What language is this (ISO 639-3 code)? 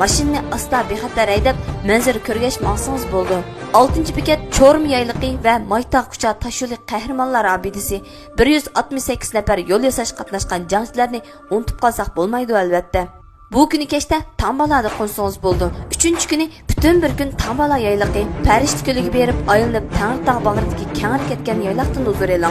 uig